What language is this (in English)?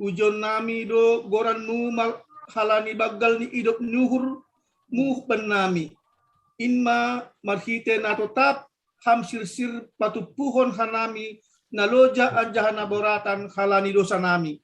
Batak Simalungun